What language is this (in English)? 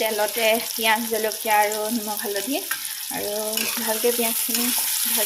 Assamese